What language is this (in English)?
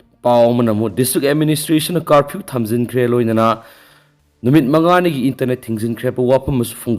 Manipuri